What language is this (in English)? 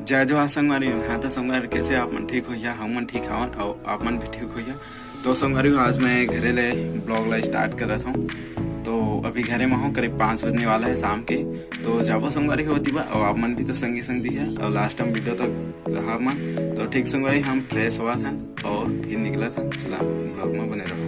Chhattisgarhi